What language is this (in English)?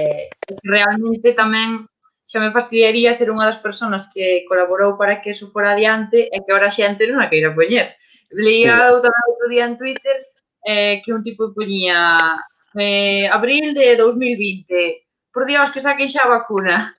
Galician